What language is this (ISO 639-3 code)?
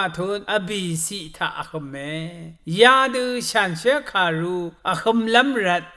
raw